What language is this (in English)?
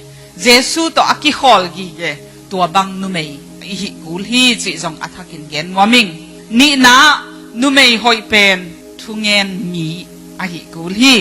Tedim Chin